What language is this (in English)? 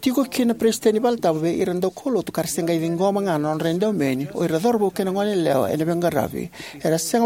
Fijian